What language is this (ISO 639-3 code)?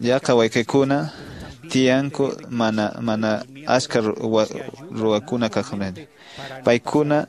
que